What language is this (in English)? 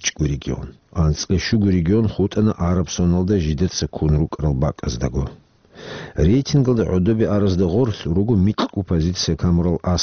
Avaric